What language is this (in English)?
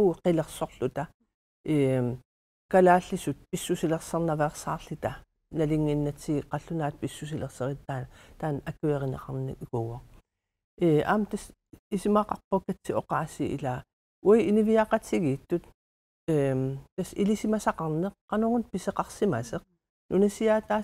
Kalaallisut